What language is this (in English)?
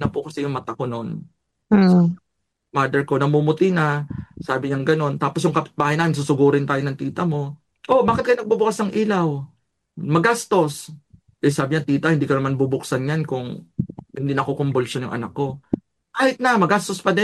Filipino